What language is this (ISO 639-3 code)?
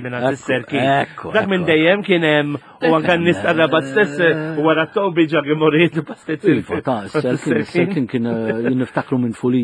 mlt